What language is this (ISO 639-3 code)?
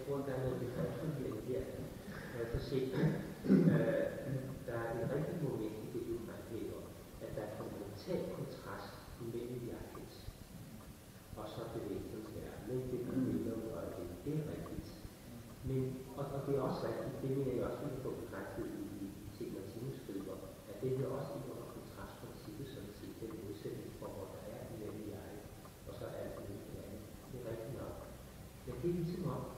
dan